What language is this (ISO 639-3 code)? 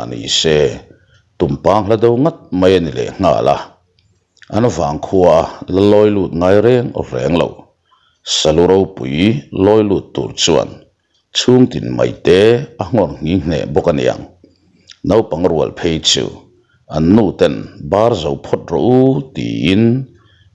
lus